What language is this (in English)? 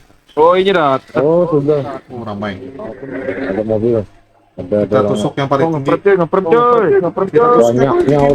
Banjar